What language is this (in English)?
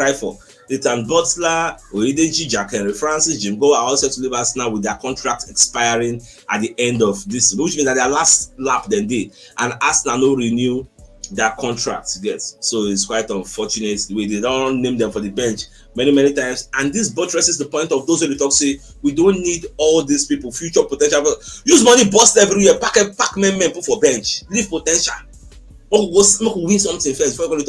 Nigerian Pidgin